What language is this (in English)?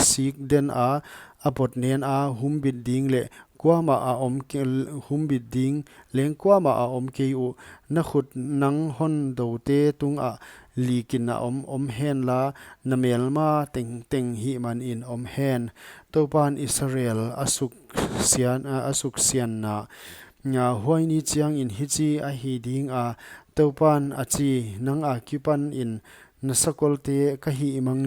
Paite Chin